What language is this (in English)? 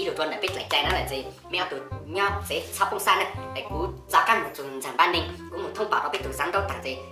Hmong